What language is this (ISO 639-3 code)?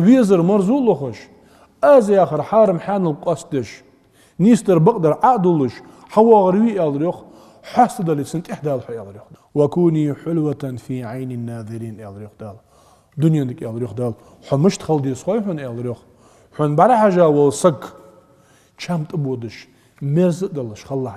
inh